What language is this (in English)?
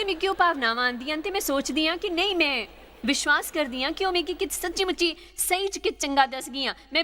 Dogri